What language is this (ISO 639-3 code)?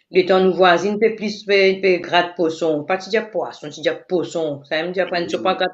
mfe